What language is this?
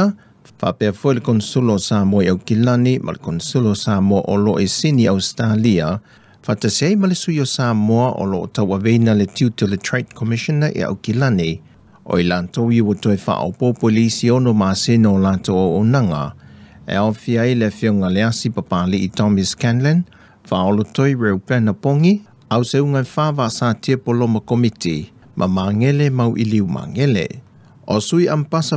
Samoan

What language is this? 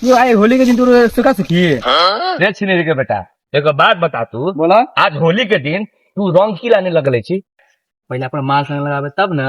Maithili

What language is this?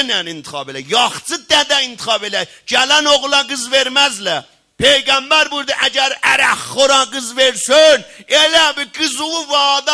South Azerbaijani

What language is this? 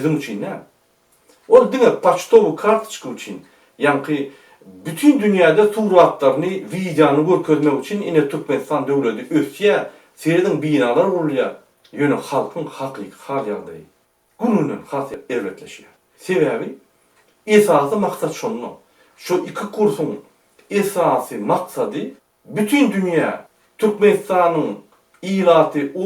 Turkmen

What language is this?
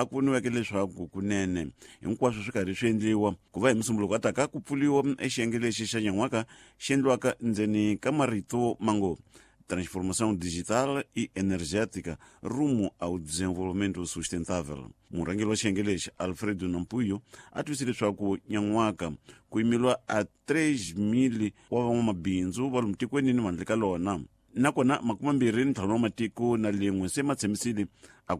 Tsonga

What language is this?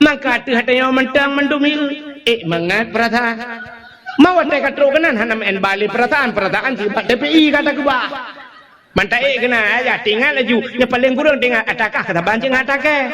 Achinese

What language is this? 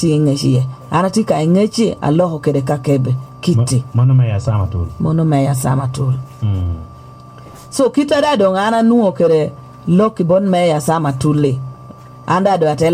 Lango (Uganda)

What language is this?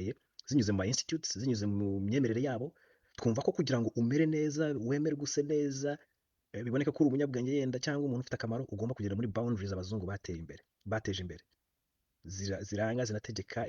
Kinyarwanda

